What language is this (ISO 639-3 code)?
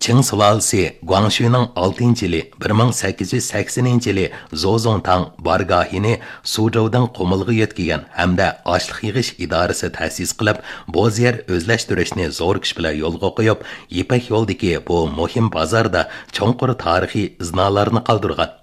uig